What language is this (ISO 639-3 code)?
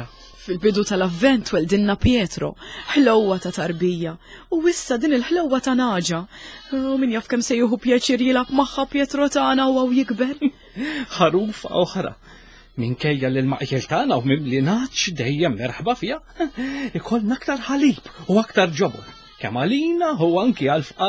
mlt